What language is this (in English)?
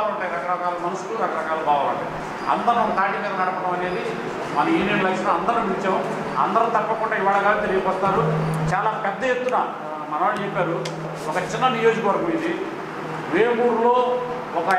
Telugu